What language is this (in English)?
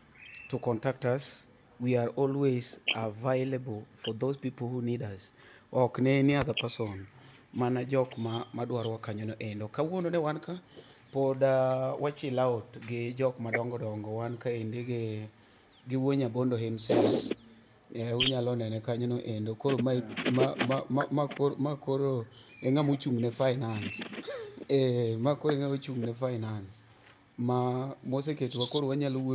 Luo (Kenya and Tanzania)